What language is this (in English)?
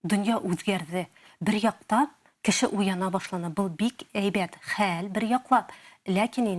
Bashkir